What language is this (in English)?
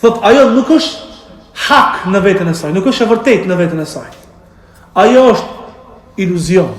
Albanian